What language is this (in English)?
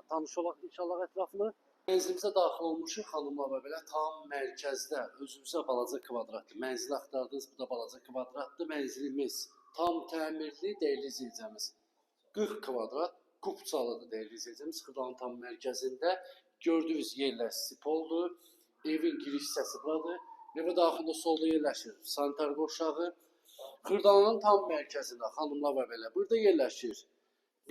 Azerbaijani